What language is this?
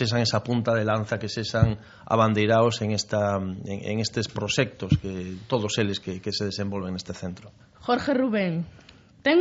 Galician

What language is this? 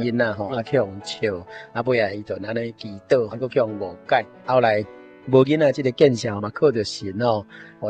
Min Nan Chinese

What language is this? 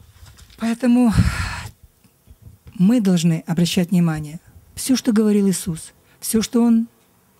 Russian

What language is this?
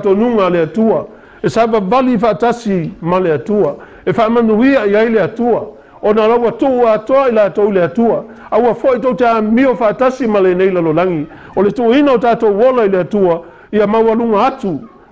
Samoan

